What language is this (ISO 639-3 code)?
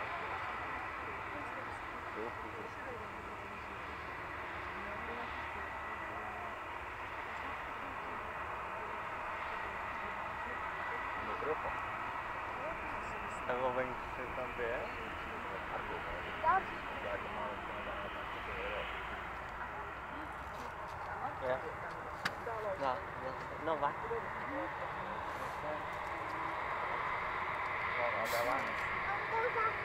ces